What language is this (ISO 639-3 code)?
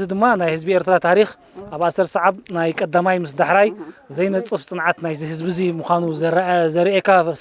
tir